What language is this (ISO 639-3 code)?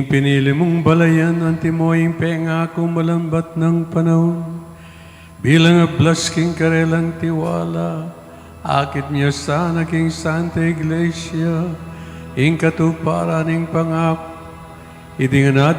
pam